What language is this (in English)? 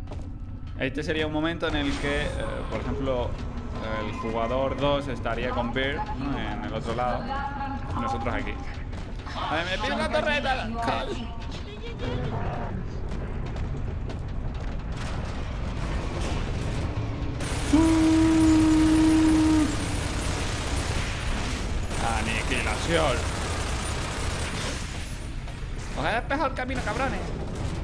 Spanish